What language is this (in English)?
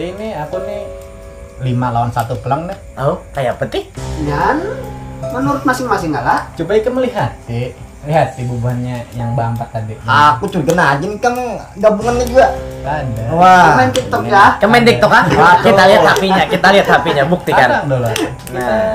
Banjar